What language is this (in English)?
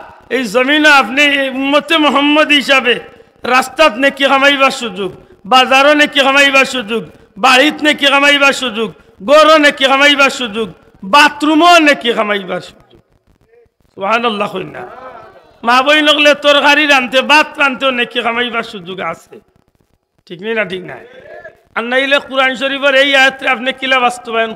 Sylheti